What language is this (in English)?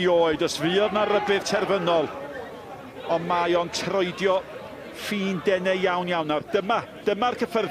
Welsh